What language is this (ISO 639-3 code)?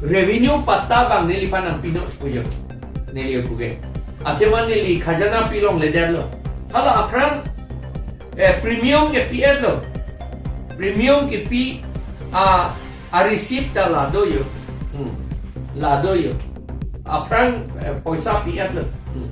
mjw